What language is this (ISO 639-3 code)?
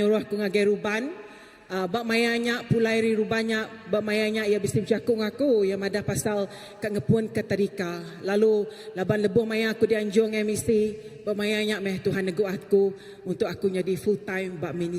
iba